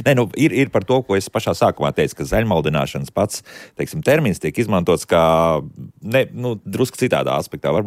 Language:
Latvian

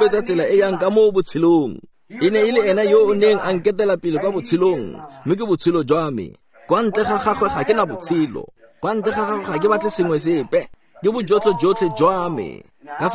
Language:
Tswana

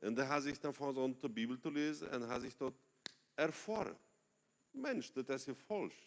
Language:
Plautdietsch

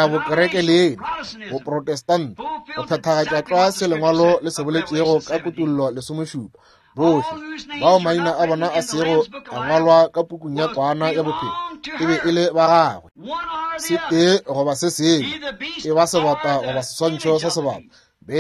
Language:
Northern Sotho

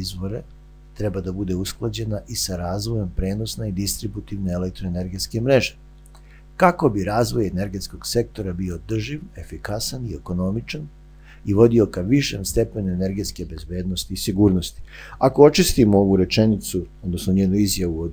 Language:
Serbian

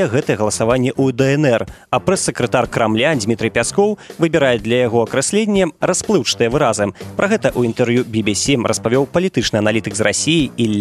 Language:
Belarusian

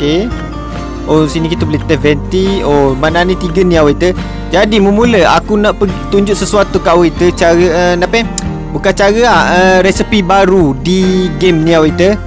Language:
Malay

